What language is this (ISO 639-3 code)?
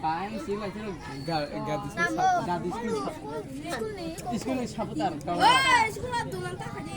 trp